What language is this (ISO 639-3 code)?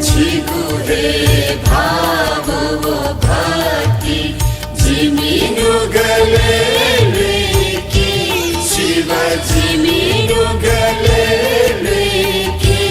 new